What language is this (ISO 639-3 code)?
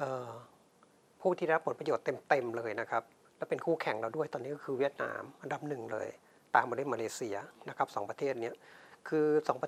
tha